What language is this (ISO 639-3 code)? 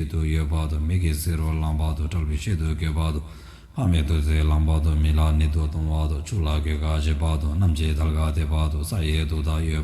bod